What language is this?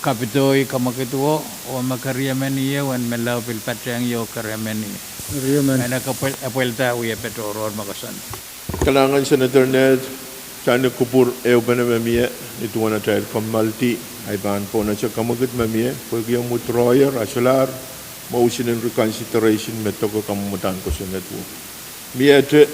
Pohnpeian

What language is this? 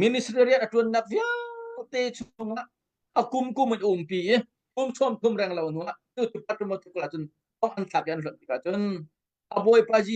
Hakha Chin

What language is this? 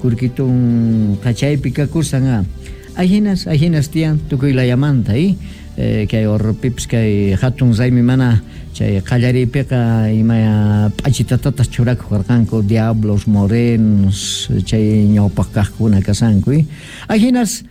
South Bolivian Quechua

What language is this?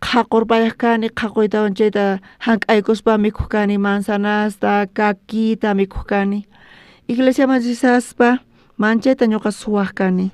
South Bolivian Quechua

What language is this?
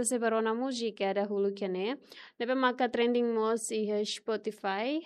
Tetum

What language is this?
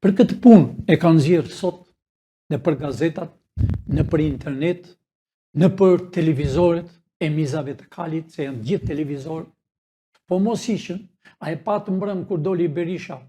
Albanian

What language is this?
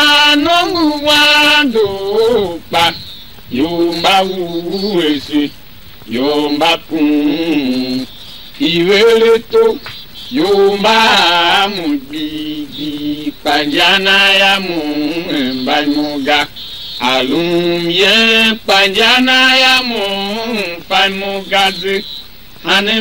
Tiv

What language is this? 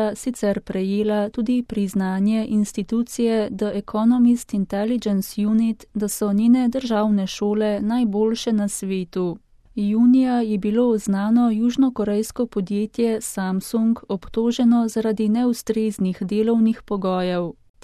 Slovenian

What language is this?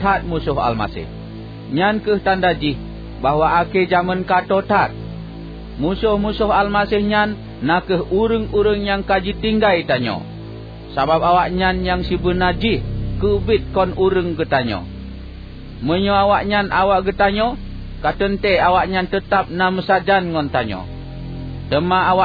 Achinese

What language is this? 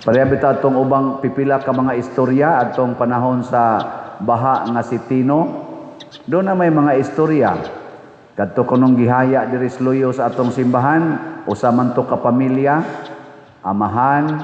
Cebuano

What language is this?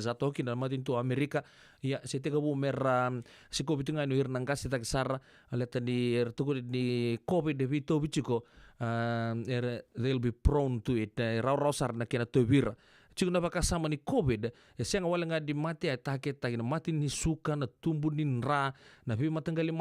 Fijian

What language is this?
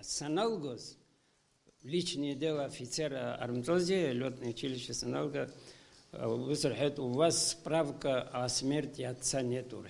Abkhazian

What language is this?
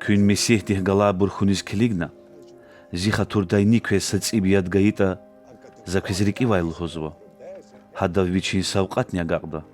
Lezghian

